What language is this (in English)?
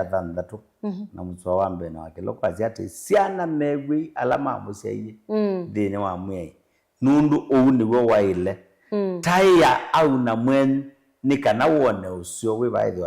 Kamba